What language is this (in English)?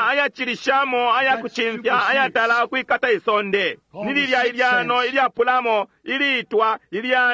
Bemba